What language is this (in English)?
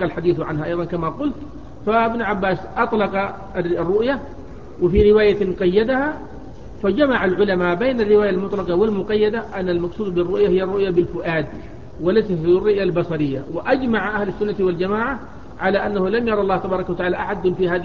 Arabic